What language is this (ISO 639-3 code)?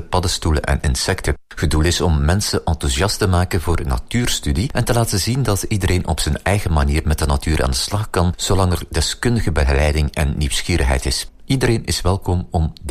nld